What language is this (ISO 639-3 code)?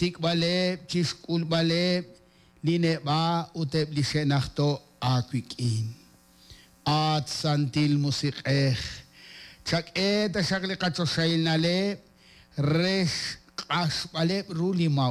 kek